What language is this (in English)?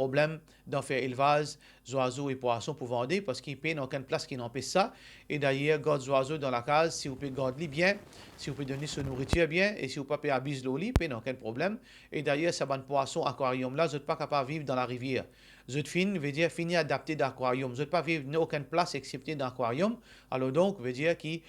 Morisyen